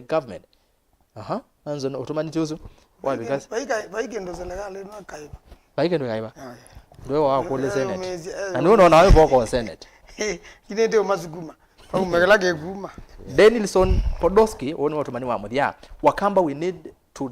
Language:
Kamba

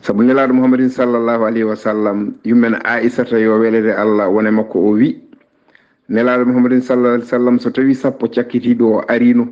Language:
Fula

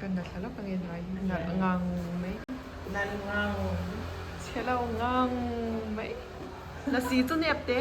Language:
Mizo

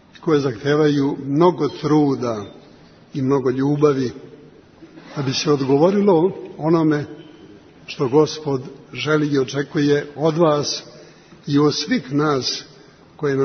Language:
Serbian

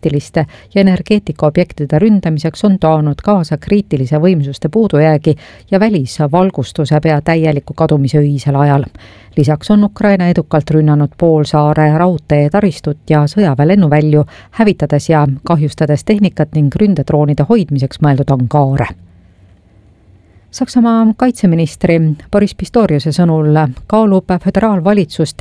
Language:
Estonian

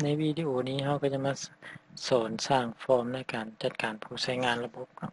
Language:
Lao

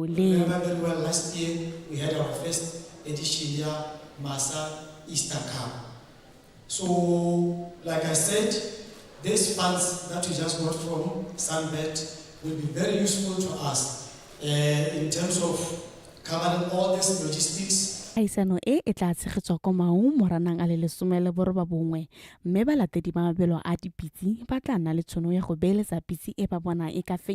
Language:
Tswana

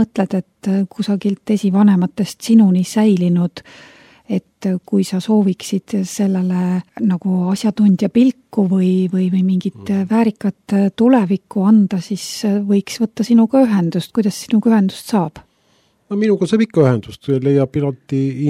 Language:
Estonian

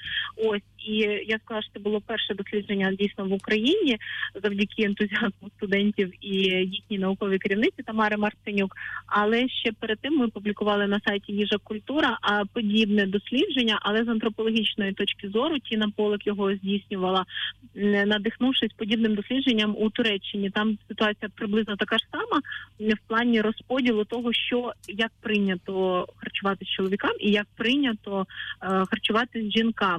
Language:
Ukrainian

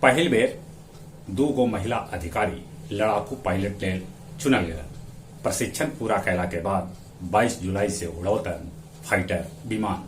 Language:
Magahi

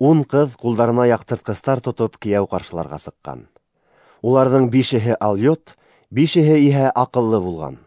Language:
Bashkir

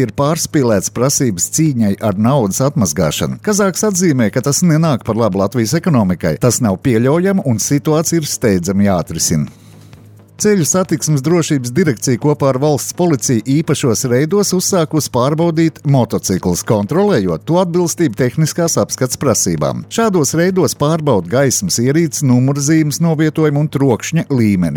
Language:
Latvian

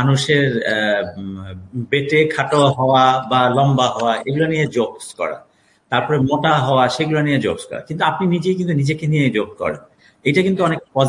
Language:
Bangla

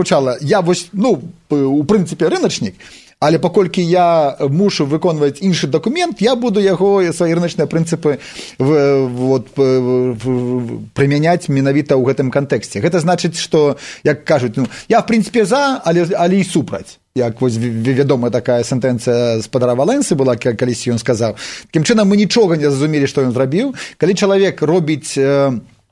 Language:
Belarusian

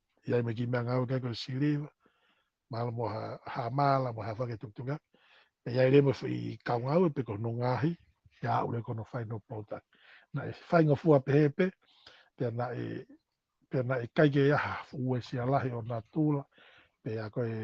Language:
Tongan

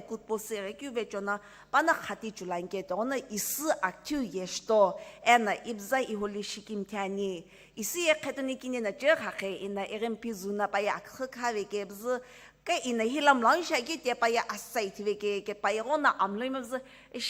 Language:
Sumi Naga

